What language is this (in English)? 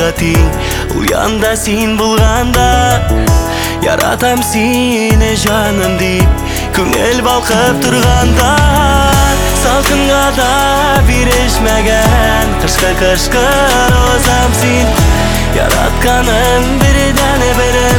Kazakh